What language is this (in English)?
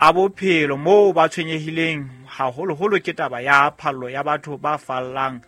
Southern Sotho